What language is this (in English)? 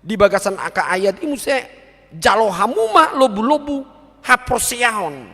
Batak Toba